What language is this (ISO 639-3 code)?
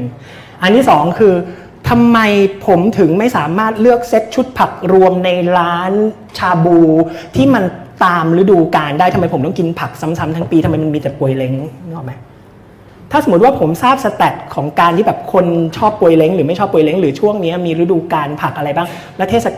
tha